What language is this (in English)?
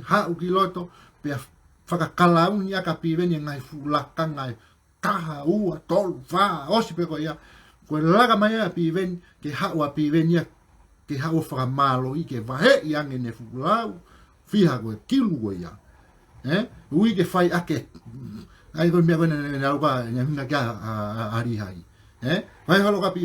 Tongan